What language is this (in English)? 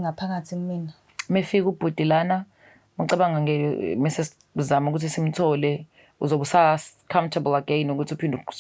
Zulu